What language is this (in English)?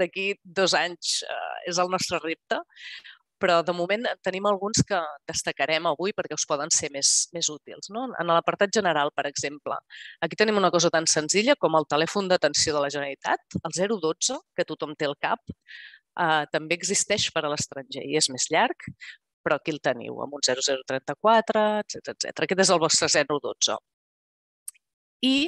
Catalan